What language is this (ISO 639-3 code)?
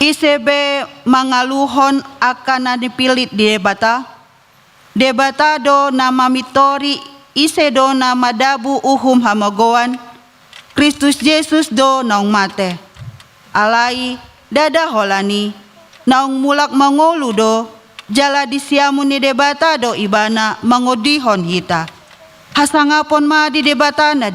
bbc